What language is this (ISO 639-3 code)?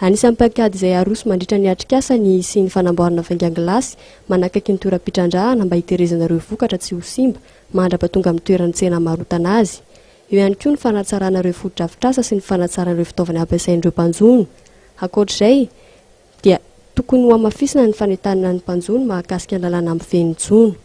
mlg